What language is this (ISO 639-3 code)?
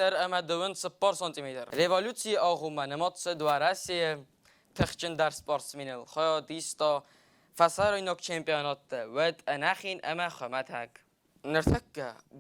oss